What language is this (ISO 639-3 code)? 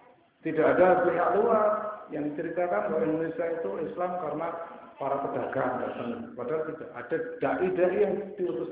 ind